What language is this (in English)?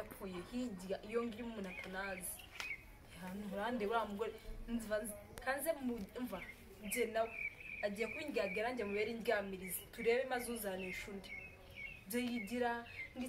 Kinyarwanda